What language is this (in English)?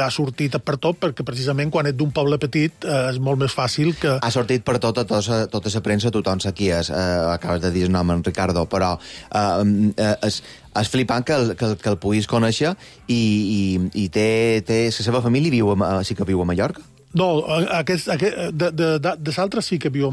Catalan